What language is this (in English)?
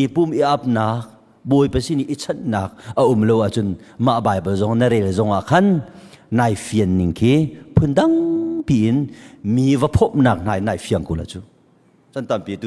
Hakha Chin